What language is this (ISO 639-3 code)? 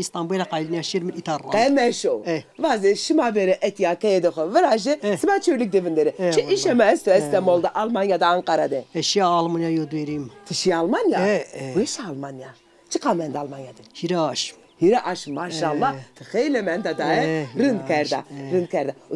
zza